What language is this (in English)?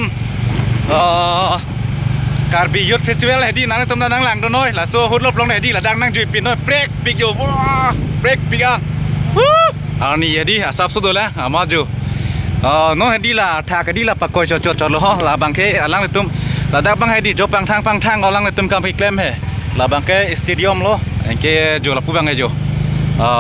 Karbi